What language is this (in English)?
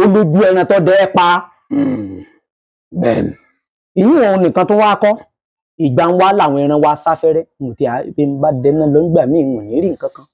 Yoruba